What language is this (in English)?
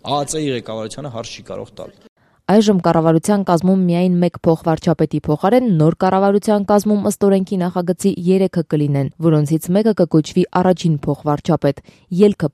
Armenian